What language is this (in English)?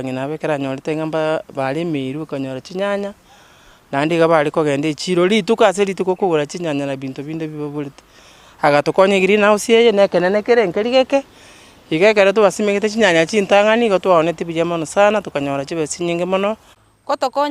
Gusii